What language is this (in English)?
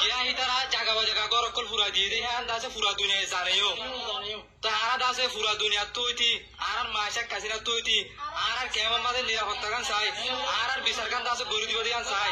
Rohingya